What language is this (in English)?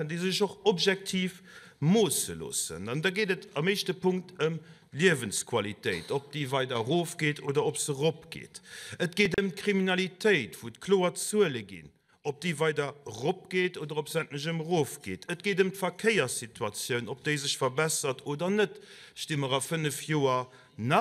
Luxembourgish